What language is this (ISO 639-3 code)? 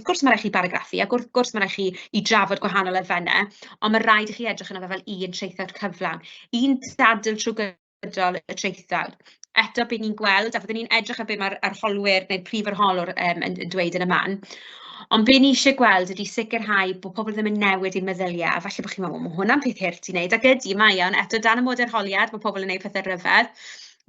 cym